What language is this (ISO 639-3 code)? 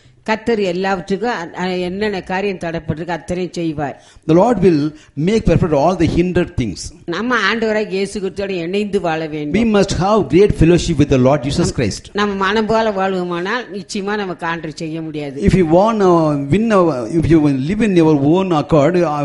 tam